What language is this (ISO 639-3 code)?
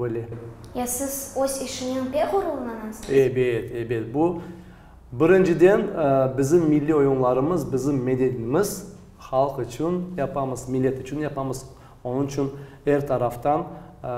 crh